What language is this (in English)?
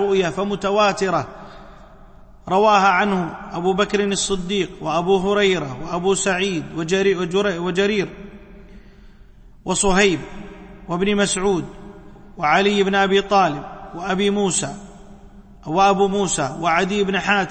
Arabic